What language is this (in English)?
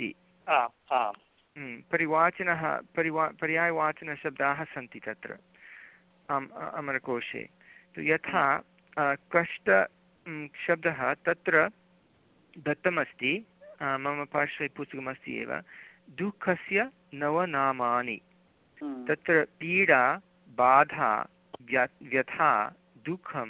Sanskrit